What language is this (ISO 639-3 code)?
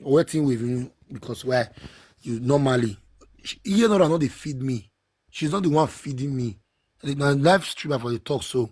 pcm